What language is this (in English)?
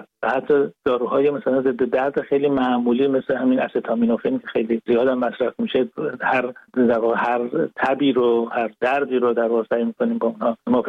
Persian